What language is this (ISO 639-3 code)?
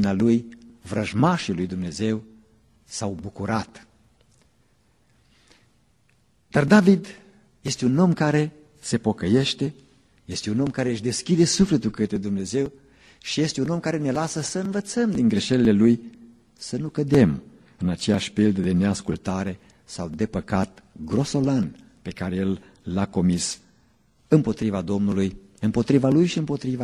ron